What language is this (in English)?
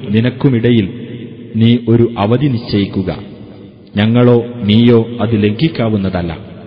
Malayalam